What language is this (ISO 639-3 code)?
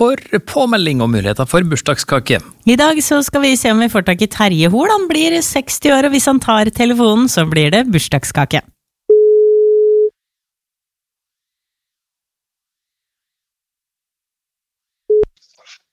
nor